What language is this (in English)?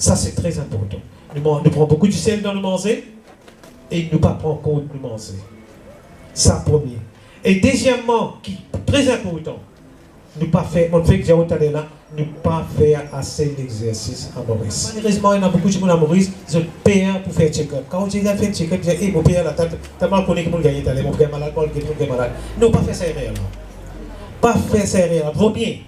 Morisyen